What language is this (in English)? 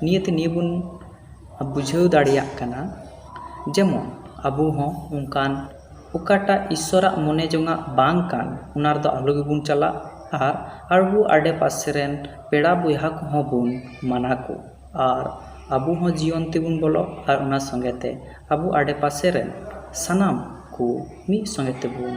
Santali